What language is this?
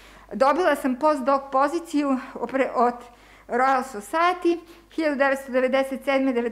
Serbian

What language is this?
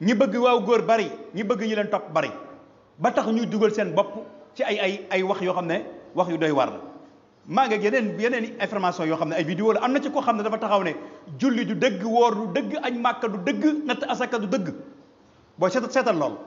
Wolof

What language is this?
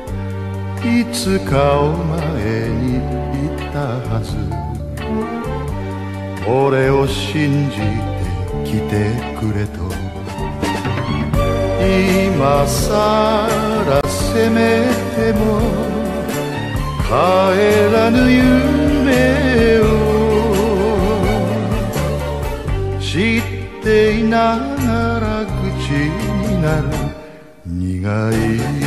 Japanese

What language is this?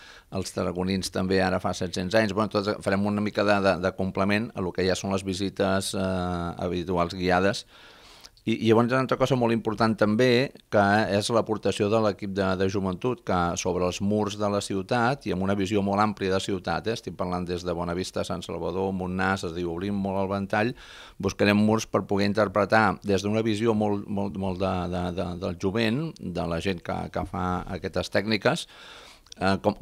Catalan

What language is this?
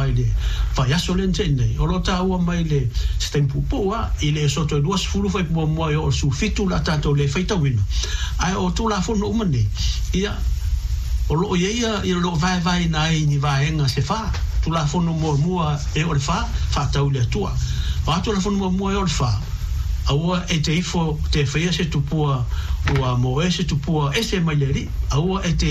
Samoan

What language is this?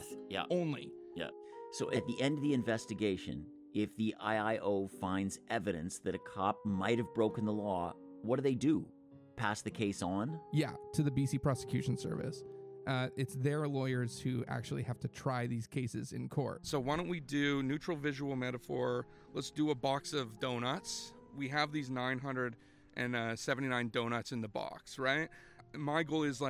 English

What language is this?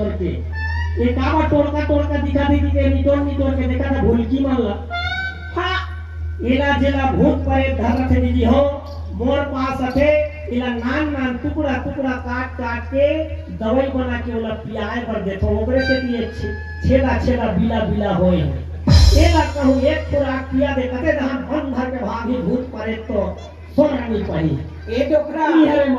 Chhattisgarhi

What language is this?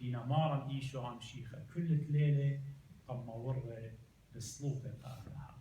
Assyrian Neo-Aramaic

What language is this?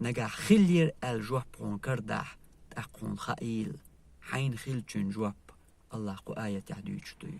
Chechen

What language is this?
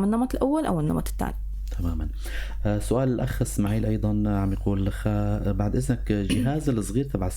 North Levantine Arabic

